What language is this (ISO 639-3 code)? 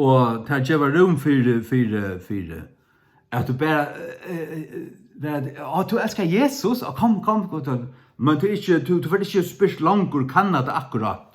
fao